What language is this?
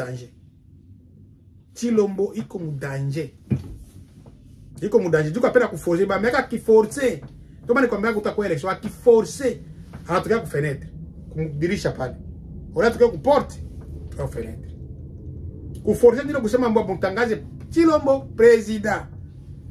Swahili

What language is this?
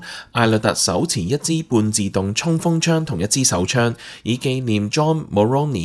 Cantonese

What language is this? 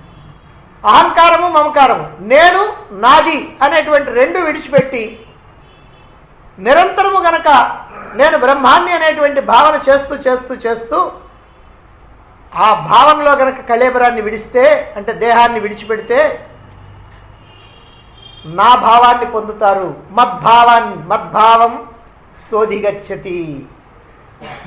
Telugu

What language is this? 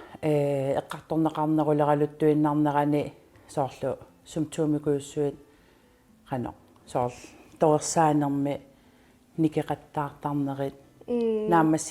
Kalaallisut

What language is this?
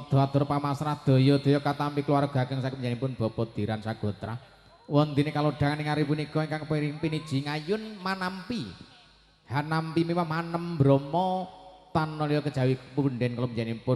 Javanese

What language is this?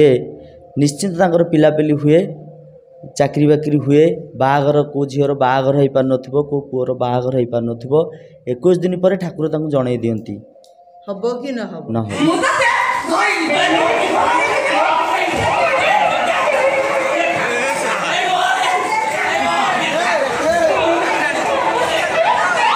Odia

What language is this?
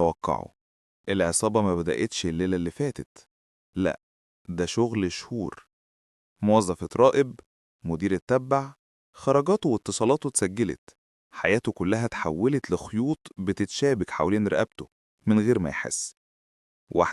Egyptian Arabic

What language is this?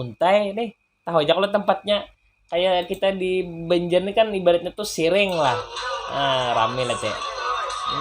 Banjar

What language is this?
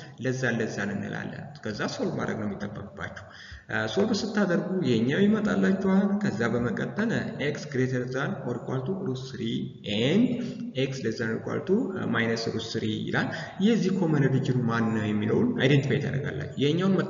Amharic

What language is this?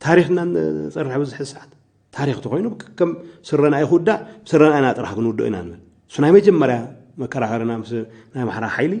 Tigrinya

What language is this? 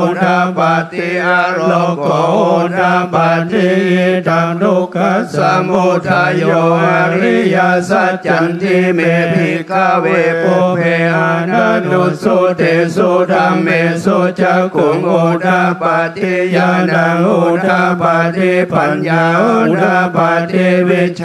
Pali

